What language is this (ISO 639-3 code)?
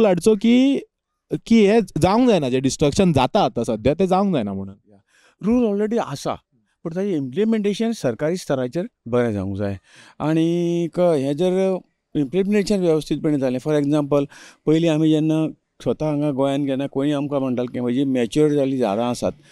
kok